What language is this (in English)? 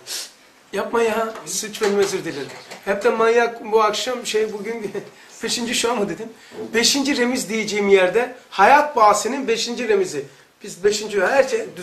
Turkish